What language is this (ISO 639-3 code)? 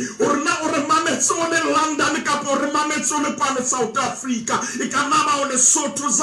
sot